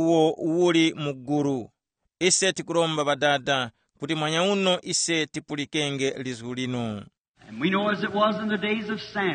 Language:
Tumbuka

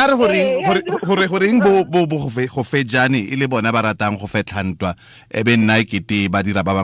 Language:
Tswana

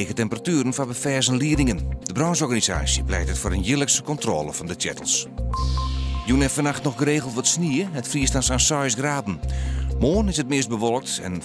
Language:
Western Frisian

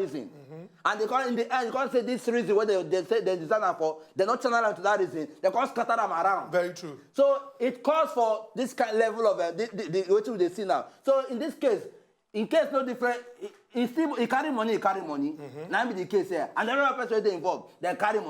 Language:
Nigerian Pidgin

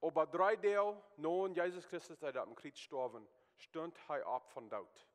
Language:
Plautdietsch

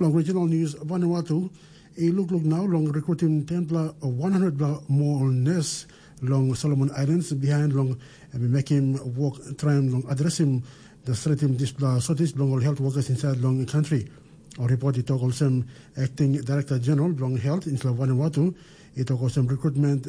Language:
Tok Pisin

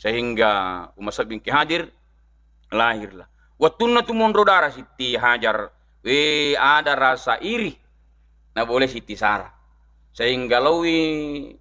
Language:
Buginese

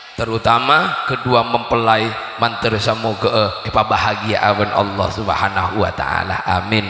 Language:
Madurese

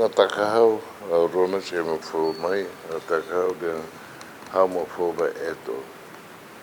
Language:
Tetum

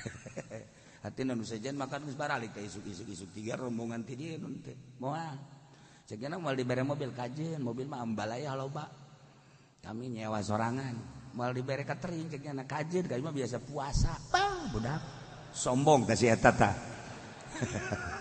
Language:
Sundanese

